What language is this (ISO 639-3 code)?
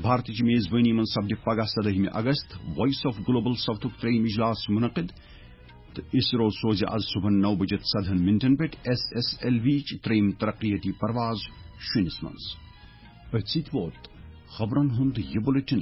kas